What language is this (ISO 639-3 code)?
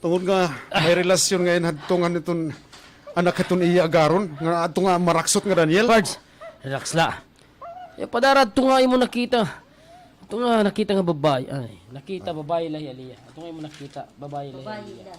war